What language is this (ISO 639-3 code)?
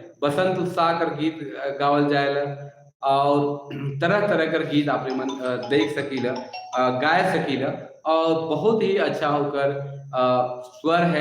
sck